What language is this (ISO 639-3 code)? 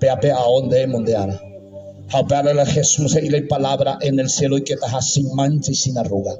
grn